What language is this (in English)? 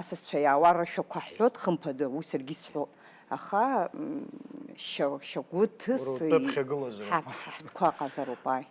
Abkhazian